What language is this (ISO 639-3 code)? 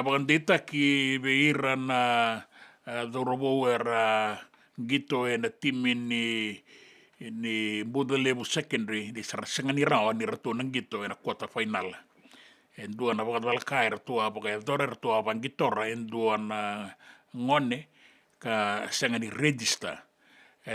fij